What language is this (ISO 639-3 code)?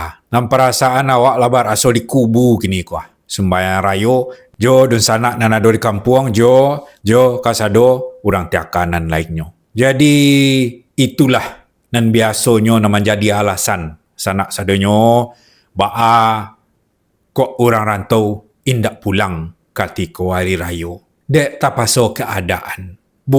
min